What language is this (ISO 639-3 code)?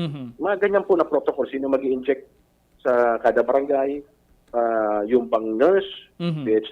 bik